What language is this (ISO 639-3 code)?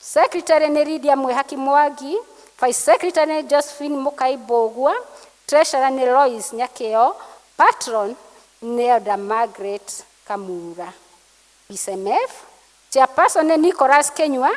kik